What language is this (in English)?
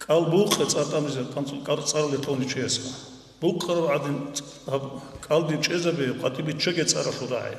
Avaric